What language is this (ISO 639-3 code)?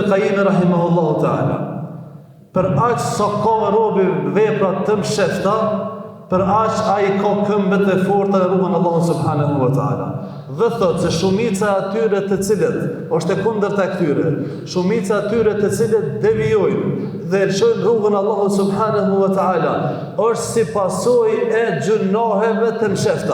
sqi